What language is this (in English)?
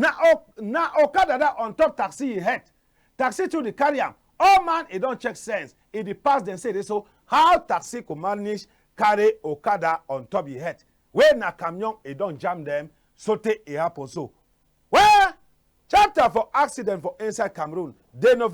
Cameroon Pidgin